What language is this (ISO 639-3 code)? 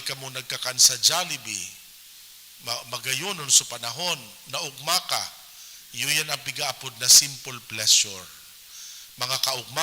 bik